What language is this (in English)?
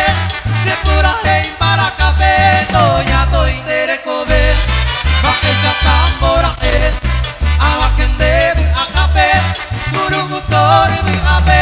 Guarani